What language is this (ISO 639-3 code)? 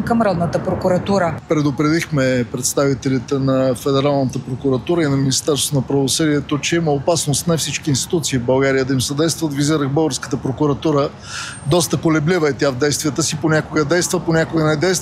bul